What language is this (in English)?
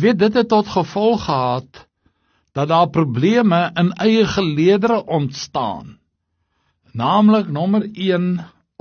Afrikaans